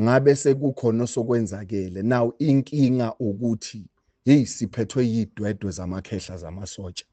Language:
Zulu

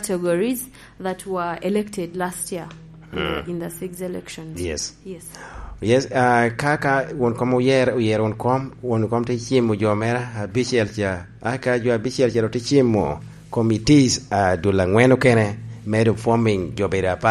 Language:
Lango (Uganda)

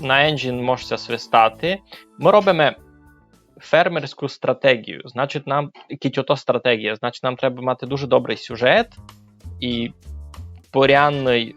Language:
Rusyn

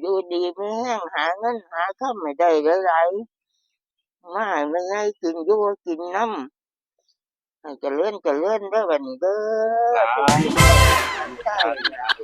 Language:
Northeastern Thai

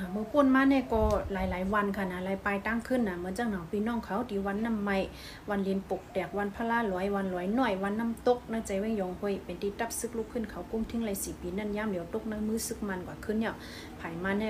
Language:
Shan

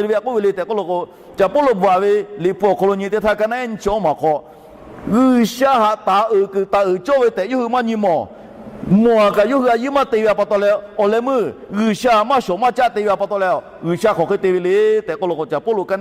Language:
Lahu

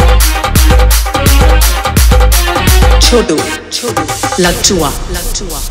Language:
Chhattisgarhi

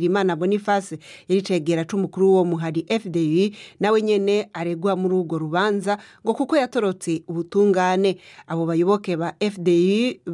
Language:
Rundi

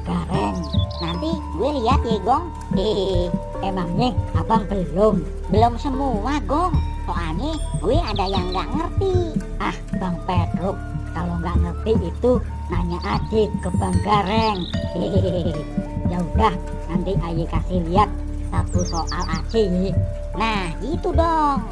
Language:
Betawi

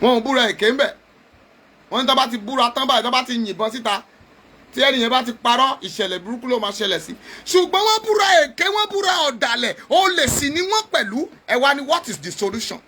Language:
Yoruba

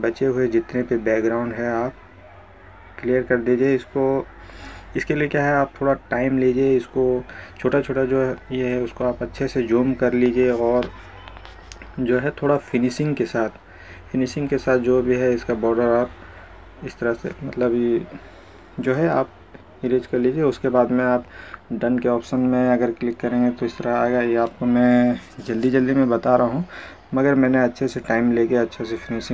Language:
Hindi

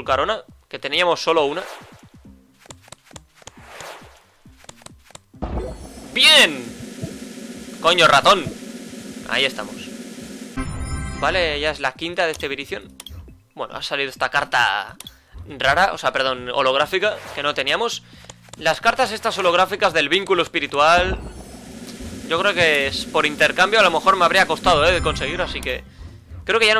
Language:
Spanish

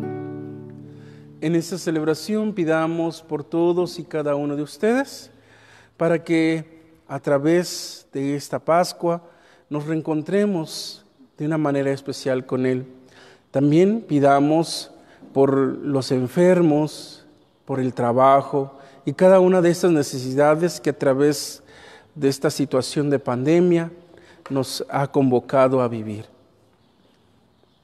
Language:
Spanish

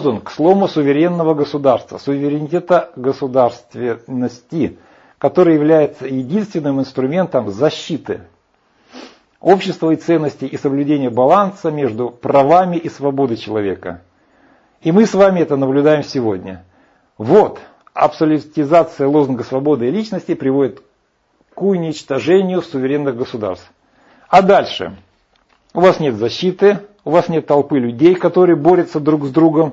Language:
Russian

